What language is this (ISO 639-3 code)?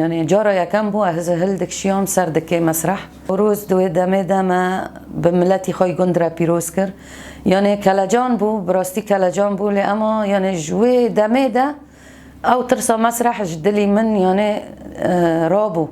kur